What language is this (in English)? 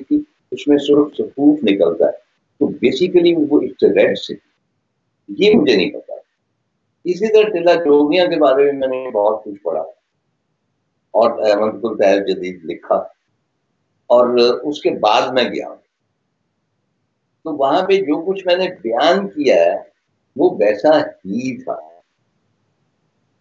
Urdu